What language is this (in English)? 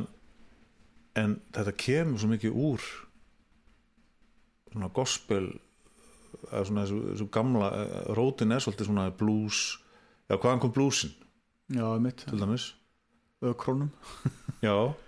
Icelandic